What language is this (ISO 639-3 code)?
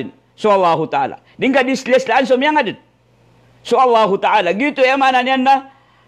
mrw